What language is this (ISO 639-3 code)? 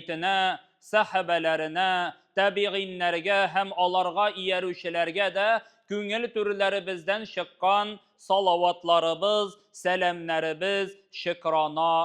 tat